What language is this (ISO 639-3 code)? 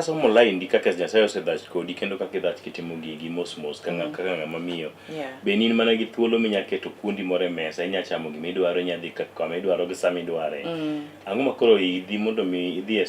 luo